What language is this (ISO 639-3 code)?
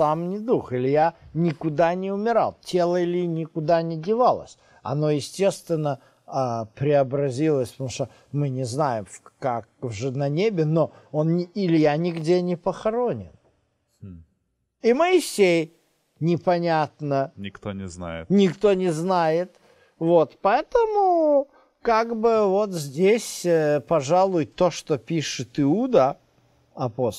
rus